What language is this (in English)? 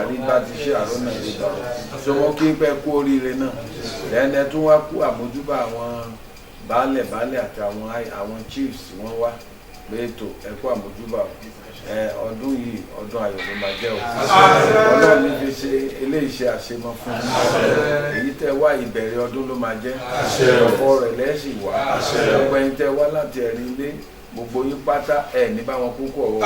Yoruba